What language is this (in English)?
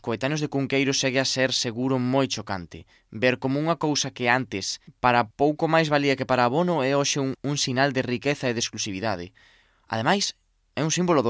Galician